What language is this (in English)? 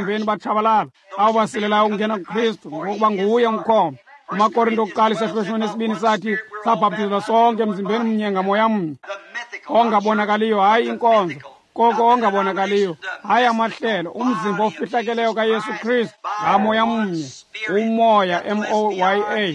Xhosa